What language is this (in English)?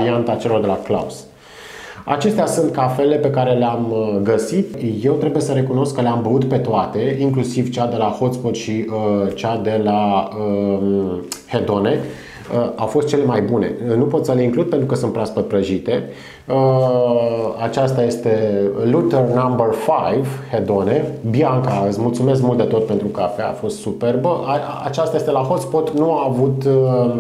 Romanian